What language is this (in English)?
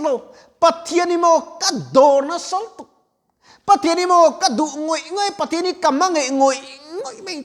Mizo